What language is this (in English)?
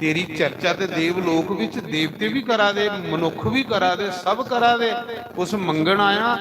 Dogri